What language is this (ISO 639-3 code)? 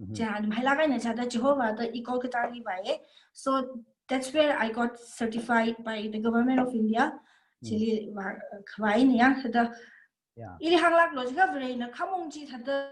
nmf